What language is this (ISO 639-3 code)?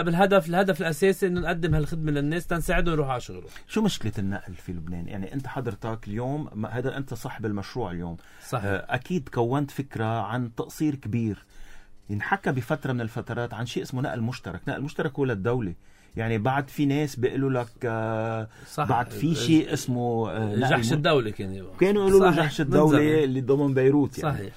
apc